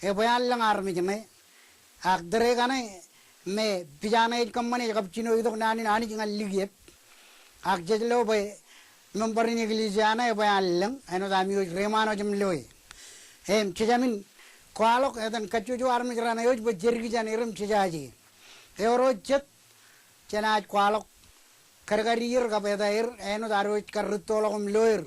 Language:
Marshallese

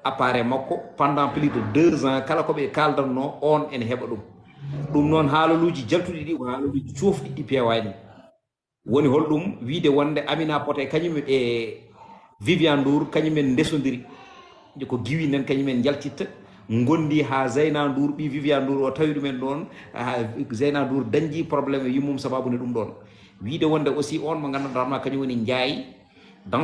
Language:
Fula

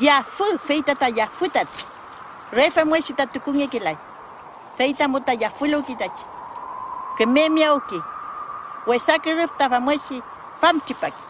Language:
Mapuche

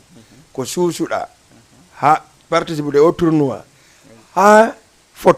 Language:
Fula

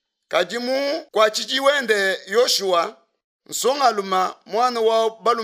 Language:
Luba-Lulua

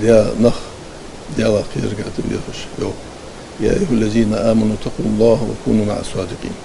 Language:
Ingush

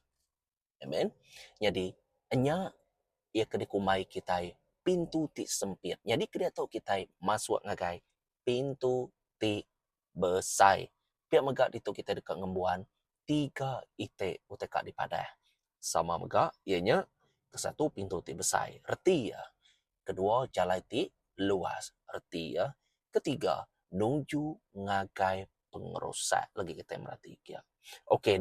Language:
Iban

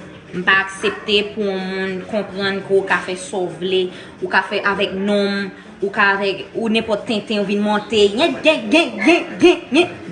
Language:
Haitian Creole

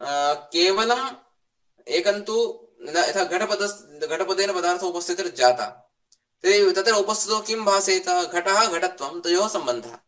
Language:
Sanskrit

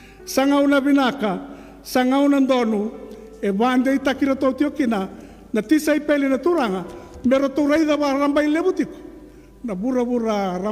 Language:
Fijian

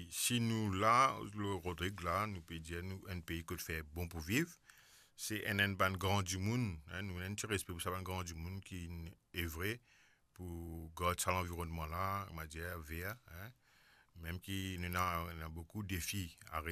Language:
Morisyen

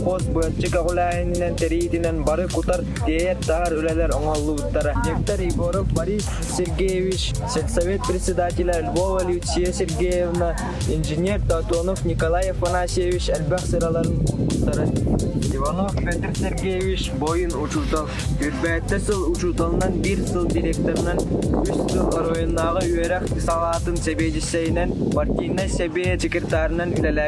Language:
Yakut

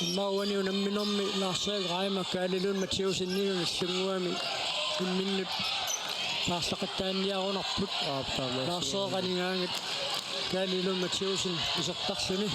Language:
Kalaallisut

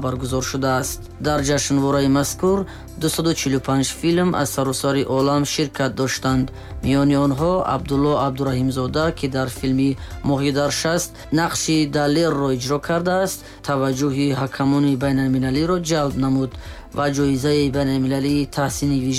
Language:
Tajik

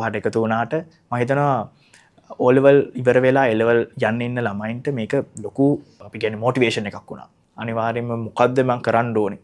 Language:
Sinhala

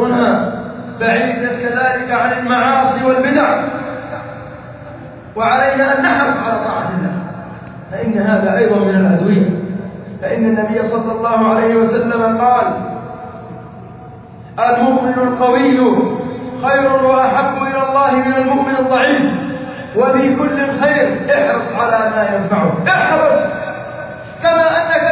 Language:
Arabic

